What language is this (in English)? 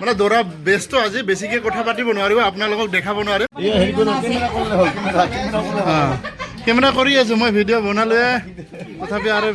Assamese